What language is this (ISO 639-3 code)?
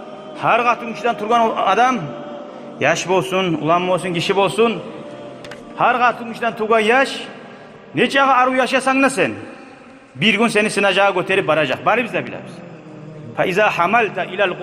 kum